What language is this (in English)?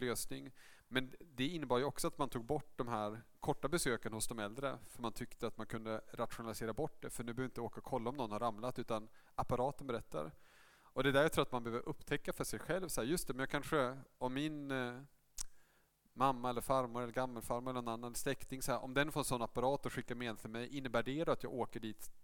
Swedish